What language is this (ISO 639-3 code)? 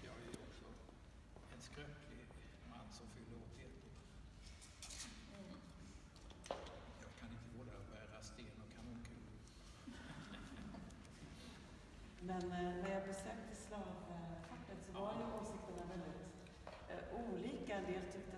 swe